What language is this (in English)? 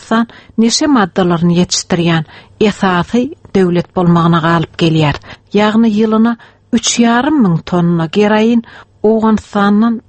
Turkmen